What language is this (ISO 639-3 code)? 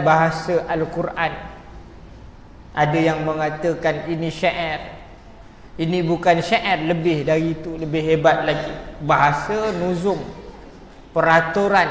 msa